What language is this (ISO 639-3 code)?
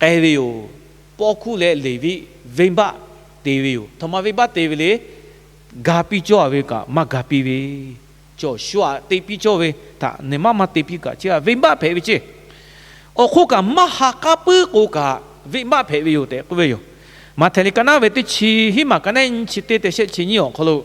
lhu